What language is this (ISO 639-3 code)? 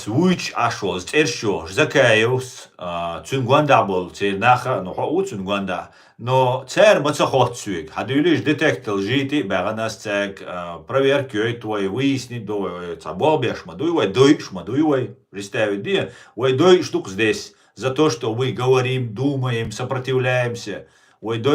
che